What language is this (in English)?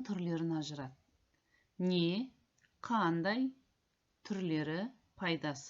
Kazakh